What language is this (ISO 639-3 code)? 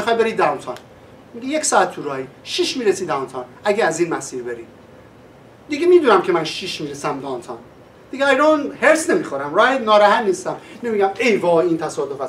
fas